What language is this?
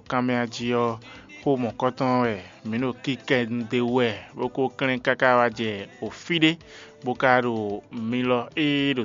Fon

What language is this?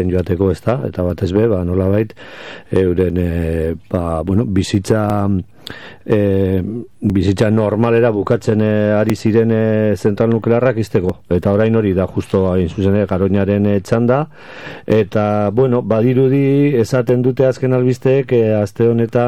Basque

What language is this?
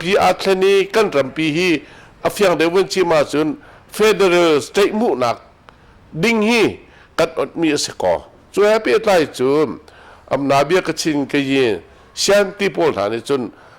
Hakha Chin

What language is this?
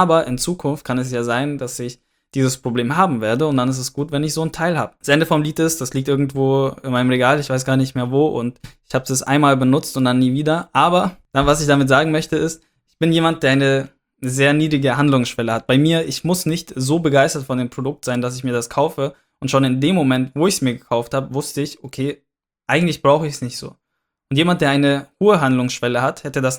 German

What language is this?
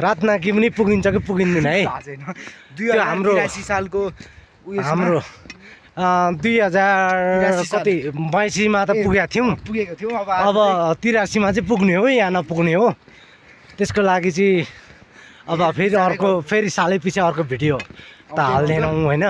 Nepali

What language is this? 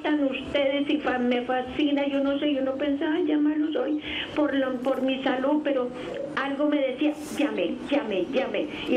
Spanish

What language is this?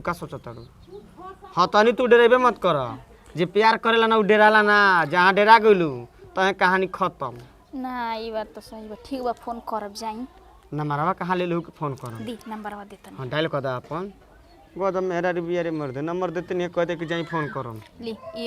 Bhojpuri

